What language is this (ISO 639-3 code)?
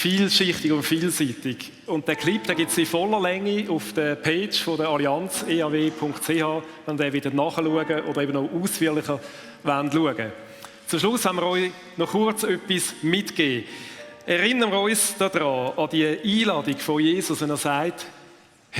gsw